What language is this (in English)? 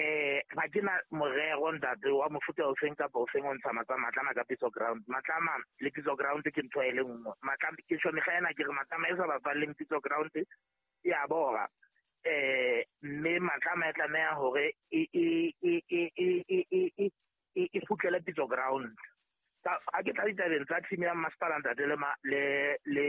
Southern Sotho